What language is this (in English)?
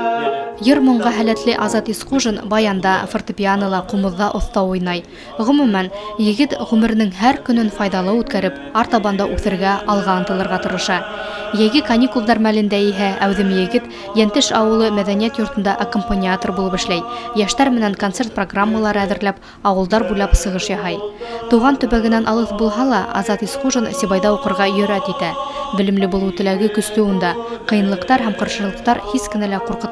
Bashkir